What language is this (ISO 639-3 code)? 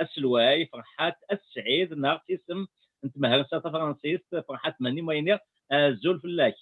kab